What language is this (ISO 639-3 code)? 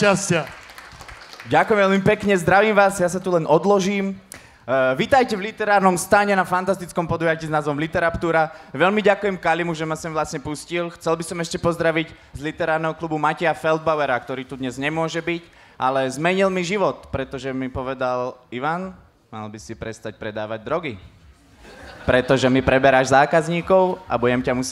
slk